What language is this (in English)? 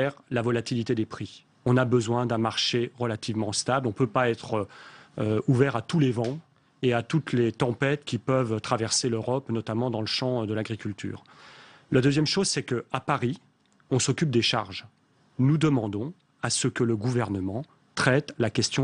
French